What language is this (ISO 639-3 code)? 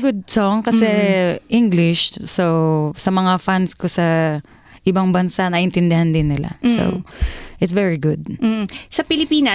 fil